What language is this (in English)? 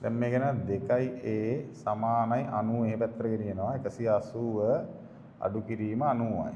Sinhala